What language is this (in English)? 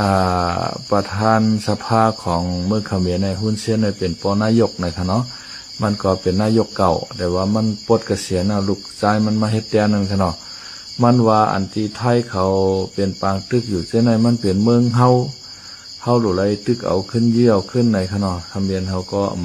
Shan